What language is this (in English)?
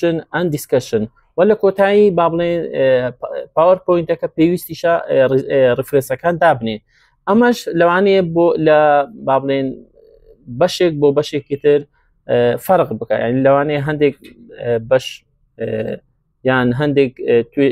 Central Kurdish